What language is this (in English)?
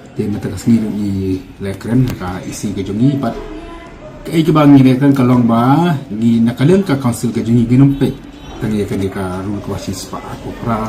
Khasi